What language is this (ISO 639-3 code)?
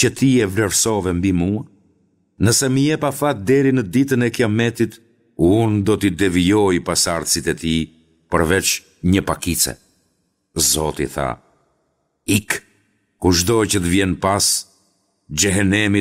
sqi